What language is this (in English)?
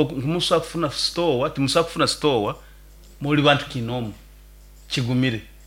Nyoro